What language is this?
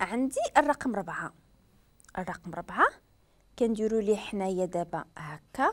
Moroccan Arabic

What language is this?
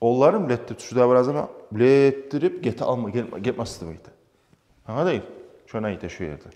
Kumyk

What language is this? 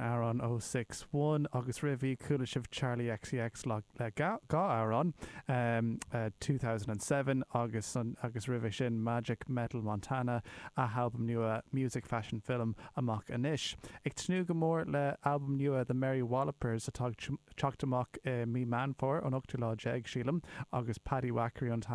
Irish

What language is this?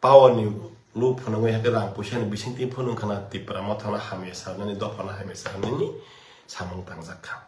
Kok Borok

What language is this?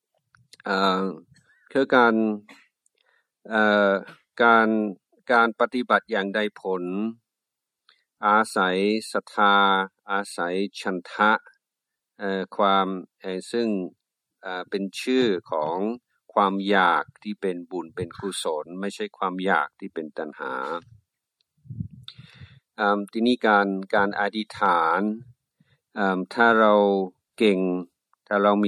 Thai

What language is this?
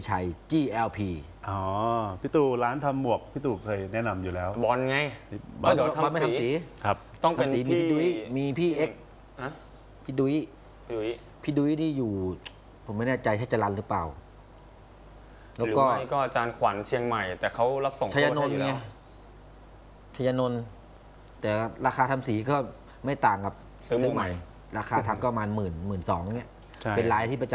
Thai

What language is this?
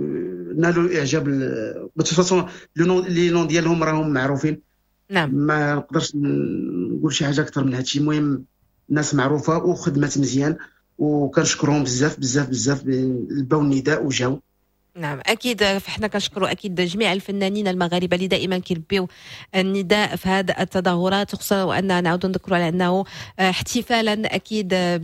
Moroccan Arabic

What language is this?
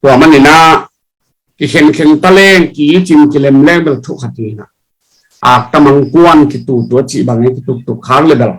Tedim Chin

